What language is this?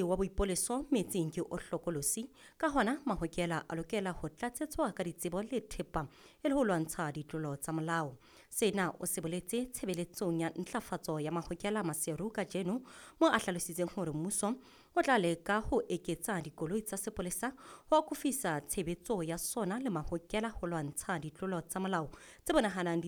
Southern Sotho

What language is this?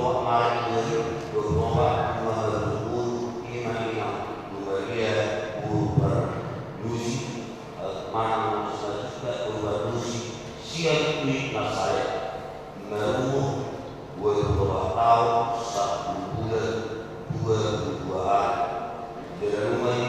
Batak Toba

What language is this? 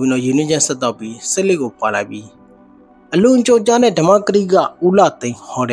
Burmese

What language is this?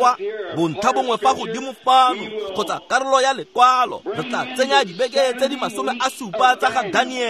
Tswana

